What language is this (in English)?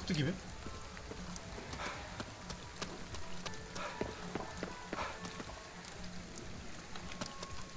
Turkish